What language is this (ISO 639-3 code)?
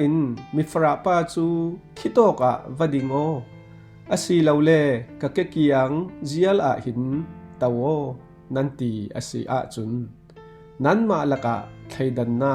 cfm